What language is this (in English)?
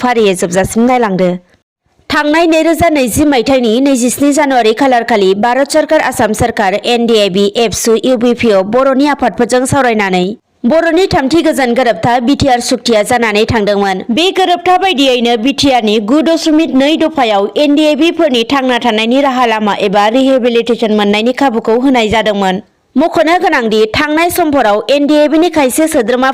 Bodo